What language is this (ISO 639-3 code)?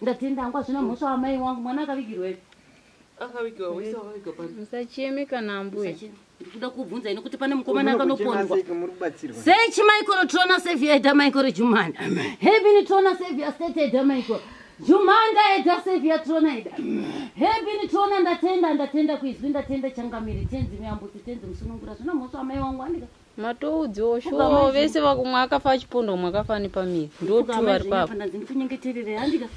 sna